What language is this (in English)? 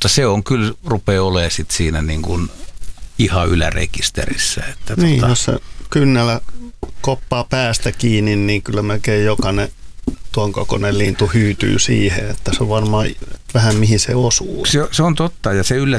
Finnish